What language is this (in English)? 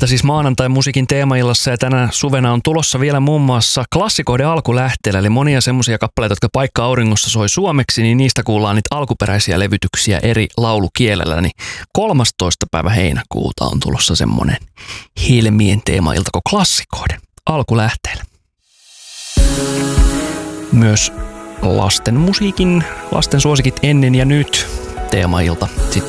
Finnish